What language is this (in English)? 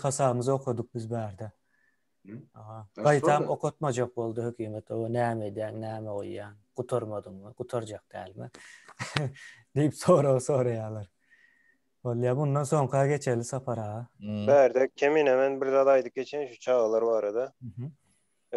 Turkmen